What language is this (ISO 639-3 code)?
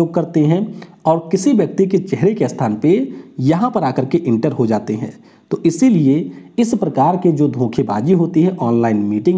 hin